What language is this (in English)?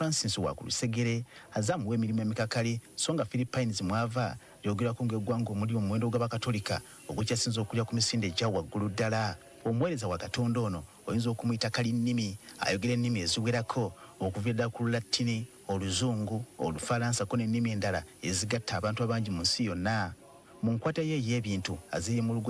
Ganda